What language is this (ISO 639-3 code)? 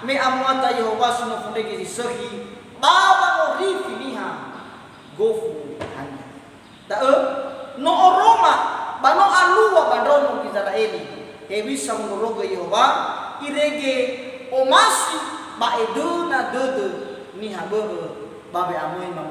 nia